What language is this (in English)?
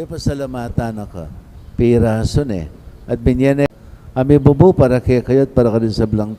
Pampanga